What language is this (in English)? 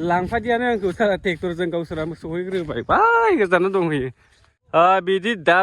Bodo